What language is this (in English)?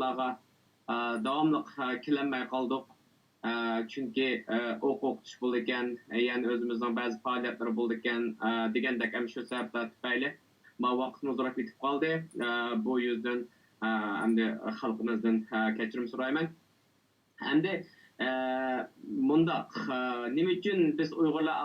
Uyghur